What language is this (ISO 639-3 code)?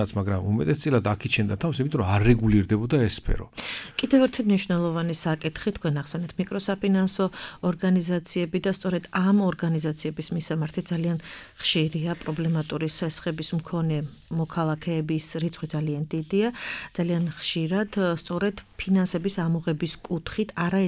kat